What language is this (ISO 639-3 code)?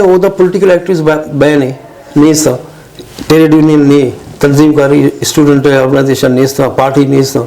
bgp